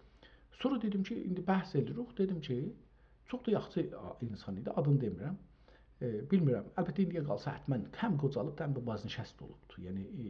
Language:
South Azerbaijani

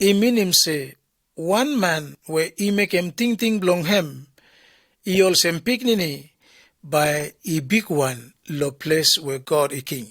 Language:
Bislama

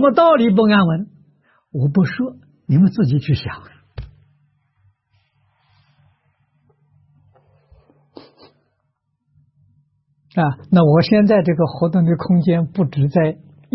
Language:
Chinese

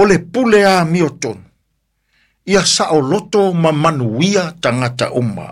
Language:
Samoan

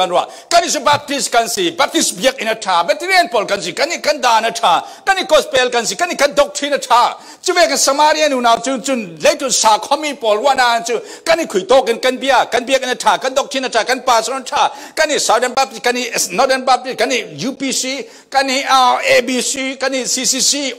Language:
Falam Chin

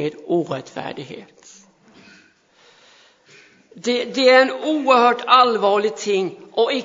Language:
Swedish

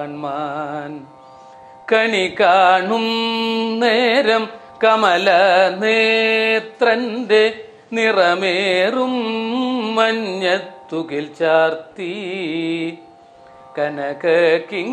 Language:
Malayalam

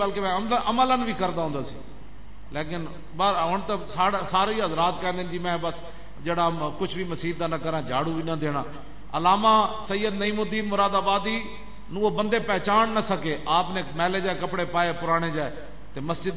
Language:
Western Panjabi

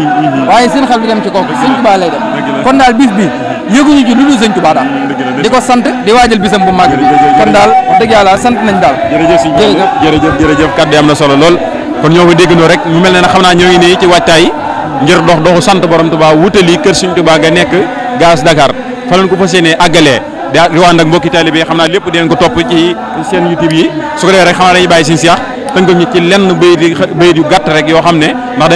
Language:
Wolof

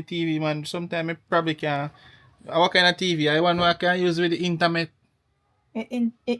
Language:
Jamaican Creole English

